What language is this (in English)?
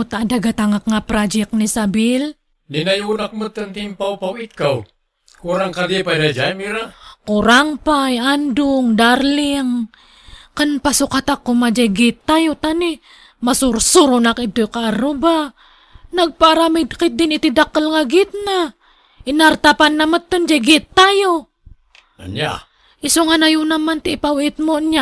Iloko